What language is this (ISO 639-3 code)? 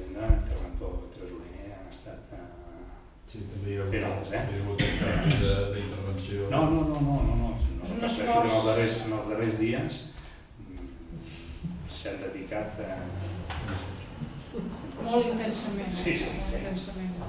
cat